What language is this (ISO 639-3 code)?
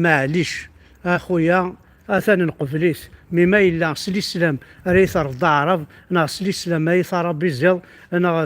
kab